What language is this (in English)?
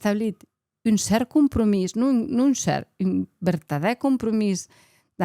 Occitan